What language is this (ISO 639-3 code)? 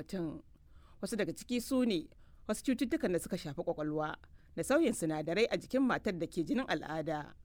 hau